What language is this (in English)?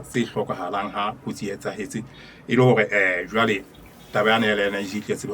Southern Sotho